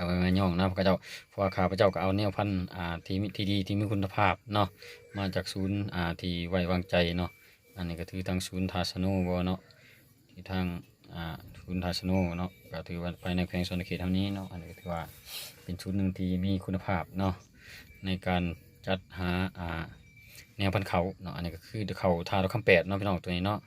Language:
Lao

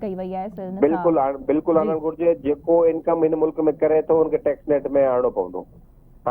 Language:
Sindhi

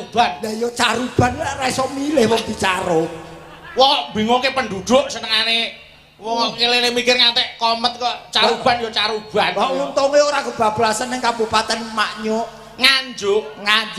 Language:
Javanese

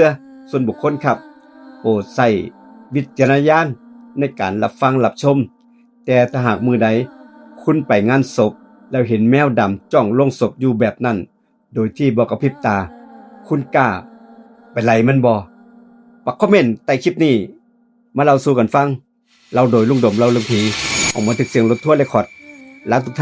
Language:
Northeastern Thai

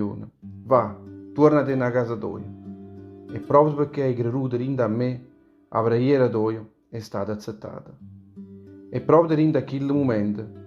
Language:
Neapolitan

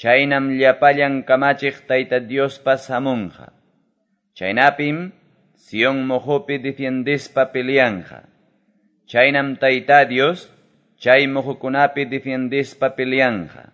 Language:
Quechua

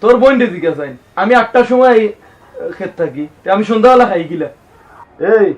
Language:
Sylheti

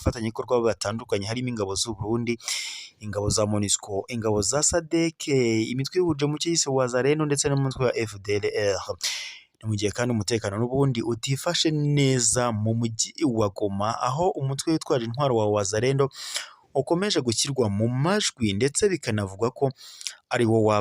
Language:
Kinyarwanda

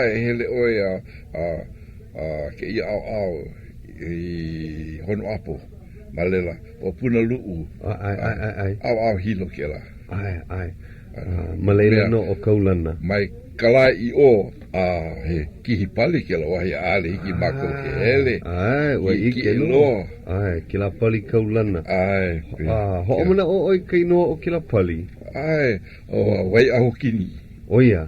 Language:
Hawaiian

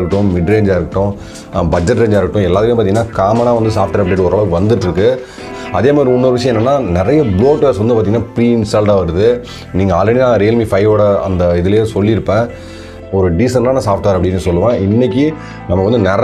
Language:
Tamil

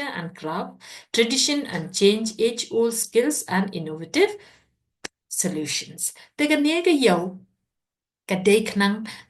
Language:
Khasi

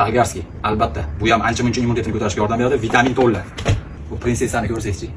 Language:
Uzbek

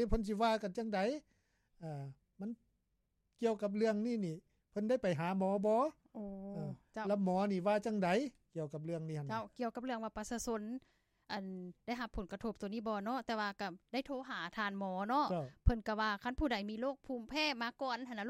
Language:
Lao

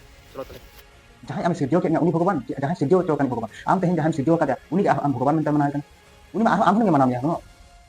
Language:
Santali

